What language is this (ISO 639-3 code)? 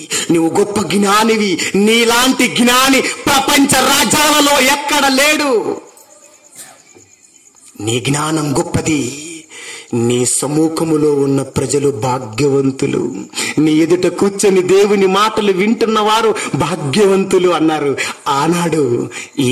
tel